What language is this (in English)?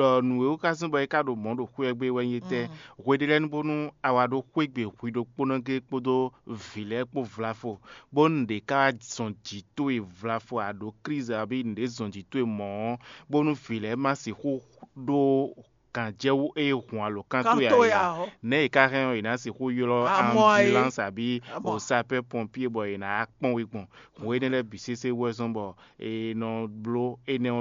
Fon